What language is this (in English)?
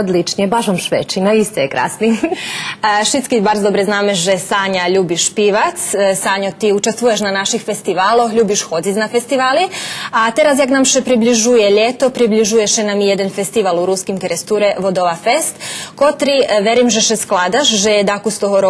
Rusyn